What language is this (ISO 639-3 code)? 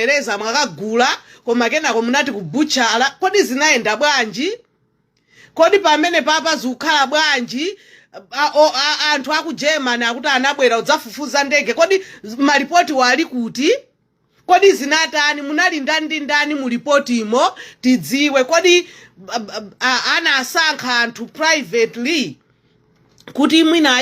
nya